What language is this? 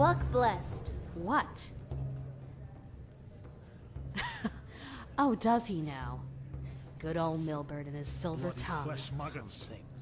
English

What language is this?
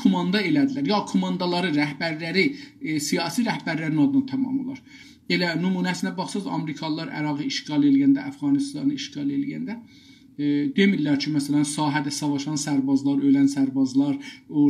South Azerbaijani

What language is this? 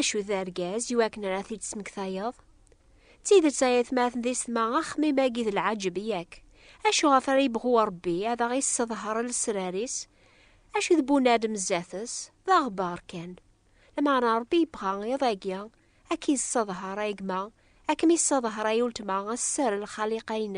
Kabyle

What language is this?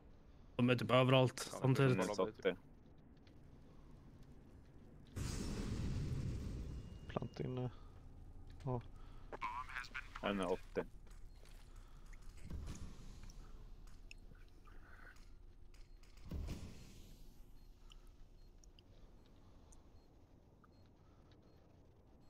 Swedish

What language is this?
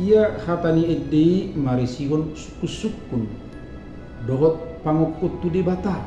Batak Toba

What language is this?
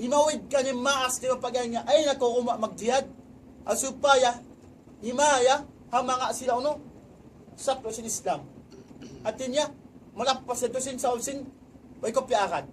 Tausug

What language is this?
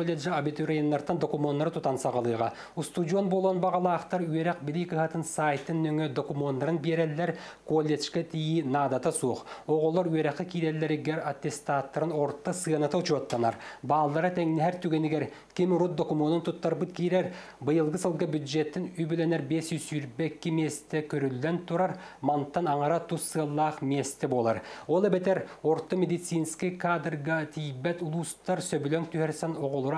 Yakut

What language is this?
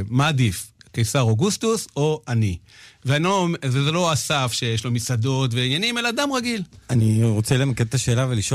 Hebrew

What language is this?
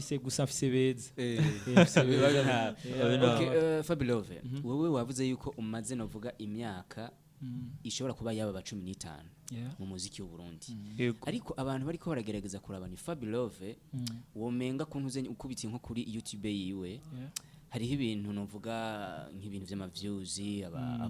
Rundi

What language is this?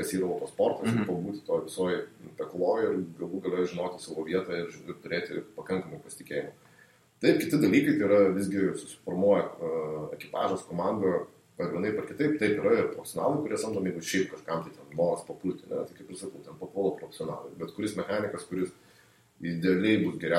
Lithuanian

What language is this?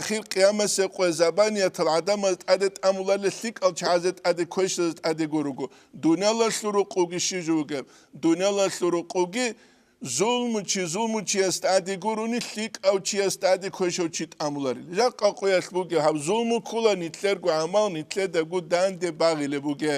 Avaric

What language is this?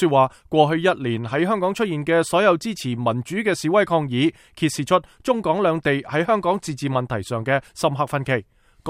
Cantonese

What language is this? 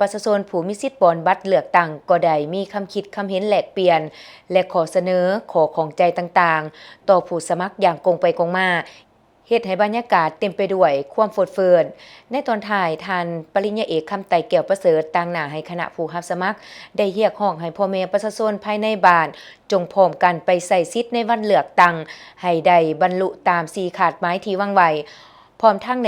Lao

